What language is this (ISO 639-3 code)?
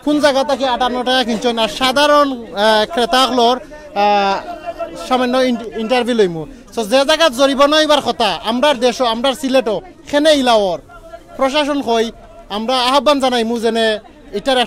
syl